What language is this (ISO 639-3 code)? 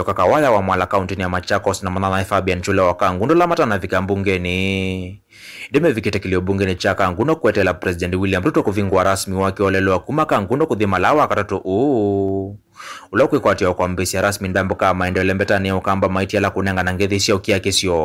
kam